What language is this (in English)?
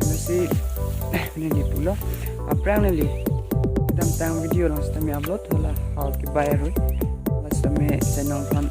Karbi